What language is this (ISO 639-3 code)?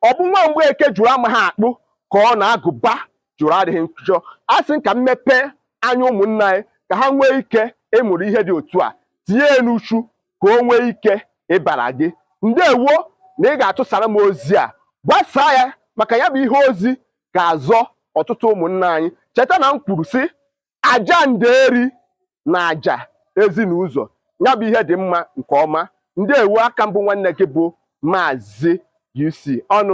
ibo